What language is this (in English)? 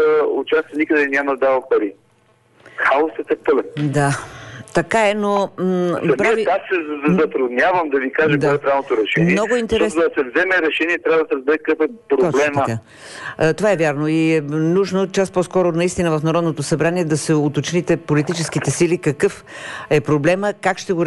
Bulgarian